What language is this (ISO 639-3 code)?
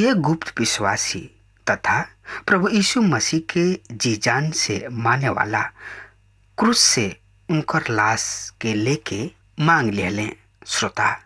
bho